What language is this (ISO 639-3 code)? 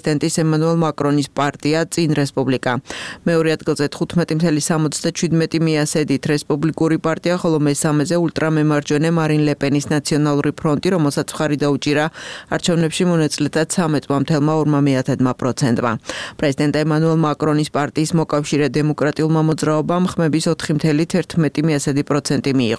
kat